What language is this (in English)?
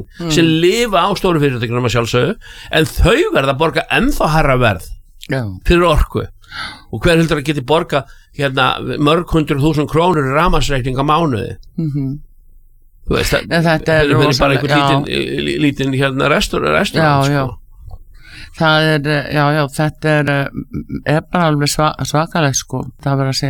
Icelandic